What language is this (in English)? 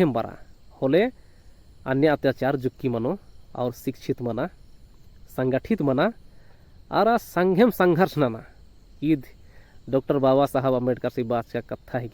Kurukh